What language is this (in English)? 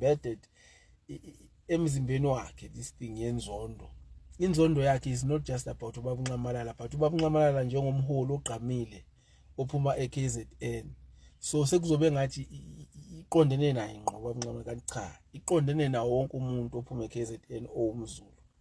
Zulu